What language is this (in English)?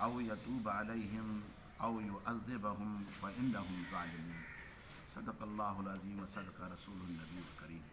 Sindhi